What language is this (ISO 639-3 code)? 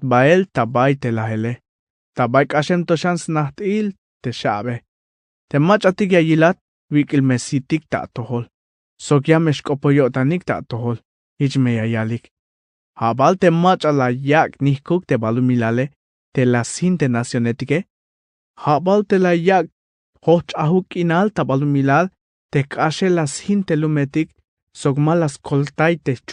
tzh